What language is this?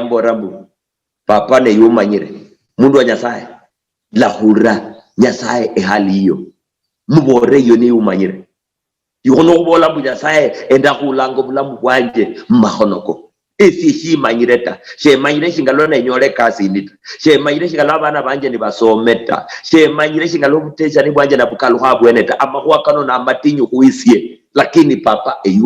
Luyia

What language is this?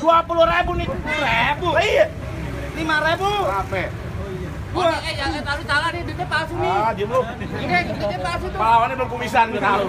Betawi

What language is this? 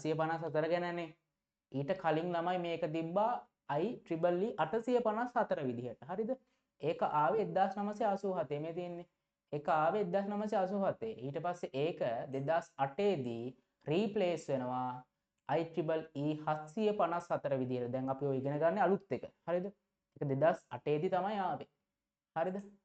Sinhala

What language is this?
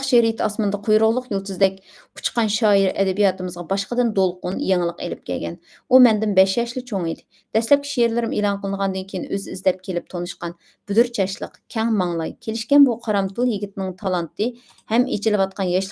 Uyghur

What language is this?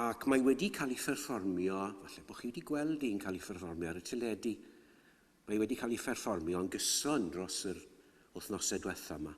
Welsh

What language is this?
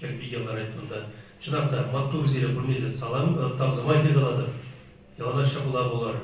Chuvash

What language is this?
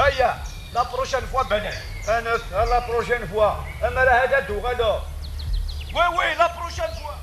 Kabyle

